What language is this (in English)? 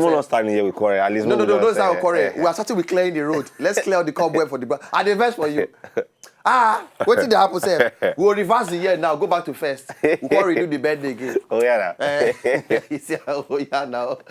Nigerian Pidgin